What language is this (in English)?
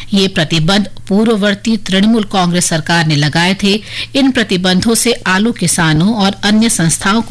Hindi